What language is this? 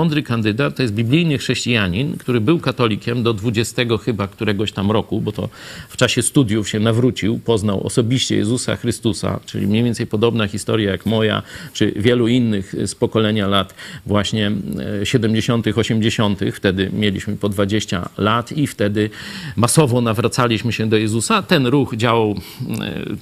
Polish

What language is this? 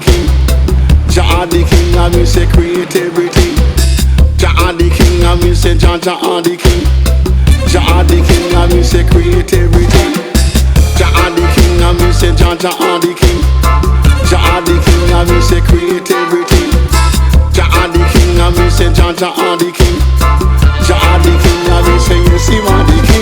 Jamaican Creole English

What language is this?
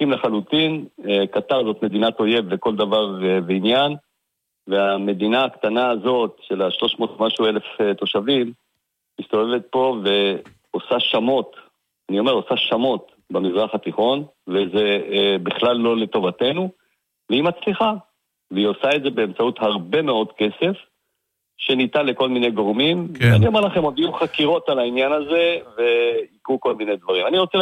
Hebrew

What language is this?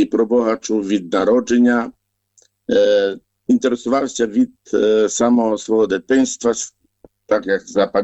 Ukrainian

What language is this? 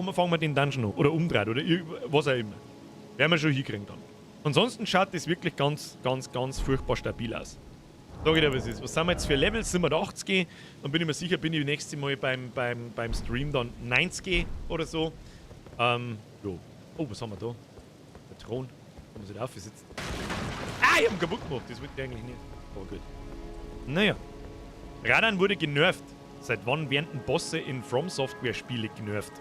Bavarian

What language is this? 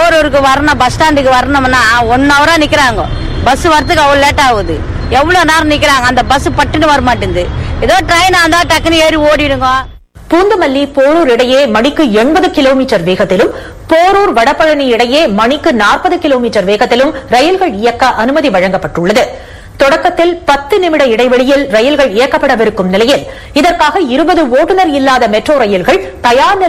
Tamil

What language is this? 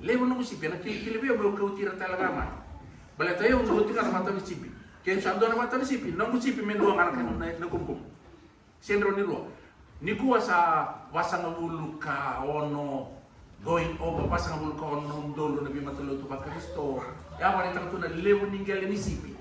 Fijian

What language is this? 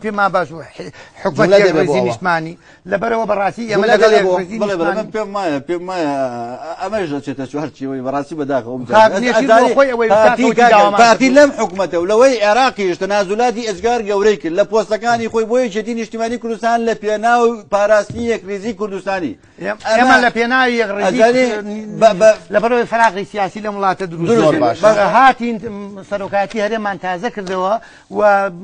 Central Kurdish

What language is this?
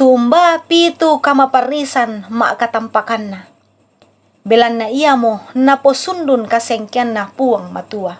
Toraja-Sa'dan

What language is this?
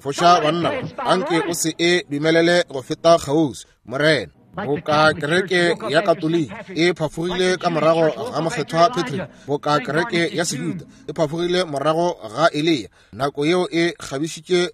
Northern Sotho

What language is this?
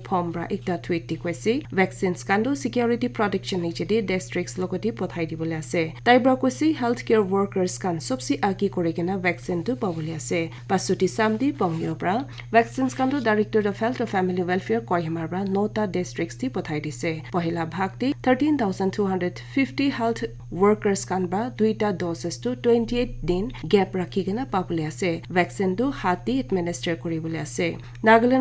Naga Pidgin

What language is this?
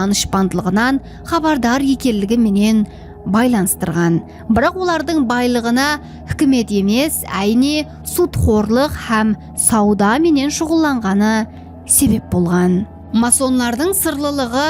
Kara-Kalpak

